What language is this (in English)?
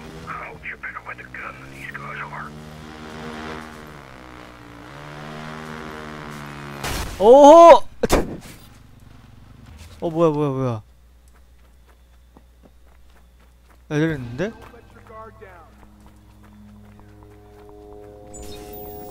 Korean